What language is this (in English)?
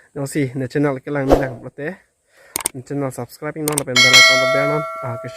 Karbi